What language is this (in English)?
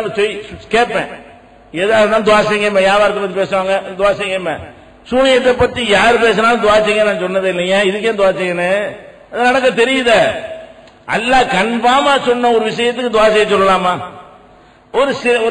Tamil